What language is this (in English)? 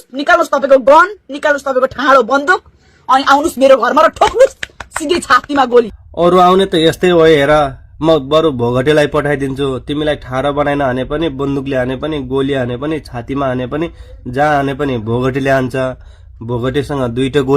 Nepali